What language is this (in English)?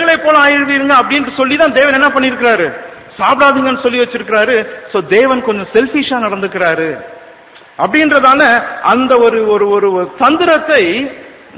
Tamil